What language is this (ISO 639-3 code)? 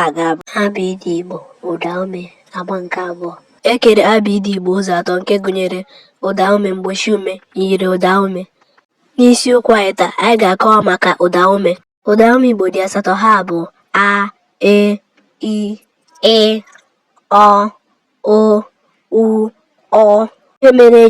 ibo